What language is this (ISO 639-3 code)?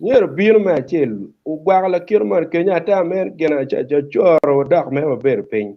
ach